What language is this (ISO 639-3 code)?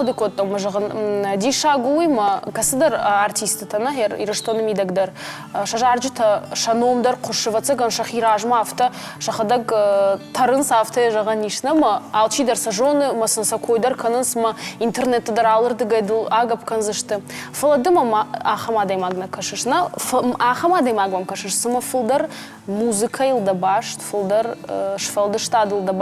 oss